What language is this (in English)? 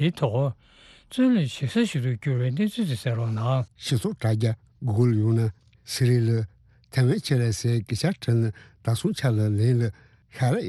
Tibetan